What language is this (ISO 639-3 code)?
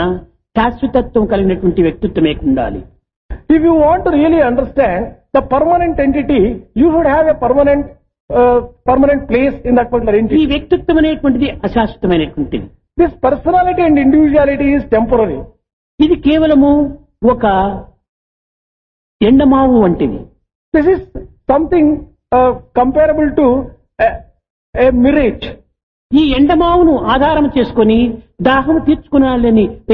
tel